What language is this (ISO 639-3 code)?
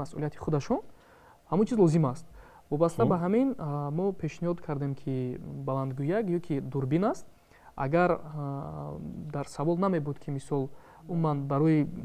tgk